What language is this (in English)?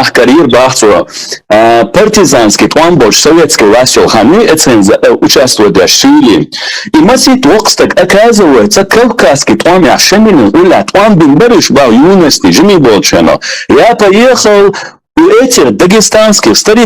Chechen